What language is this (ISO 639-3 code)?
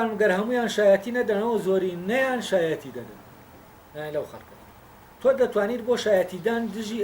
ckb